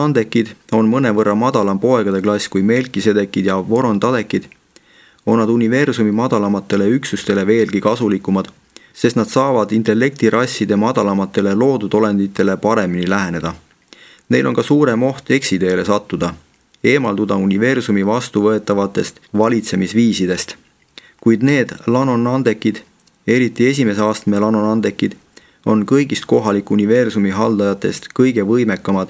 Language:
Estonian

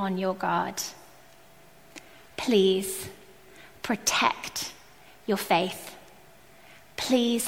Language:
English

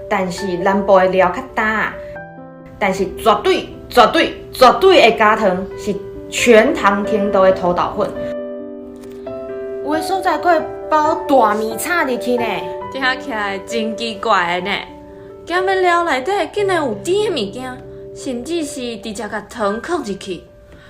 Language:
Min Nan Chinese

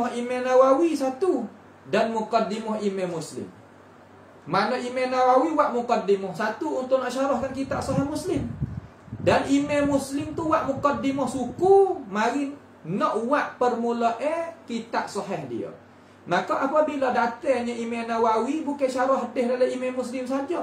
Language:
Malay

